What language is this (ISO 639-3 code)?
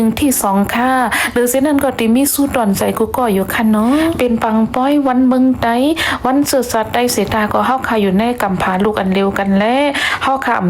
shn